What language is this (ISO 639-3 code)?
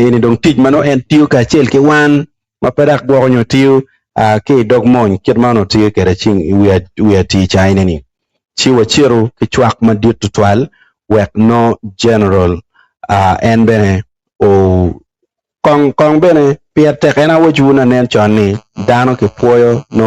ach